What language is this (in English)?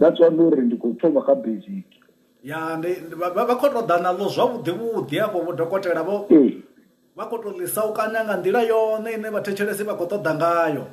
Venda